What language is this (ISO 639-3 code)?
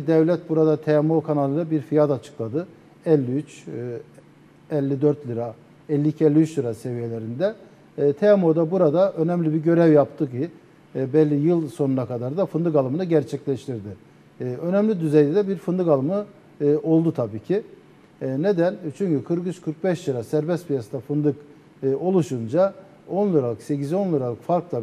tur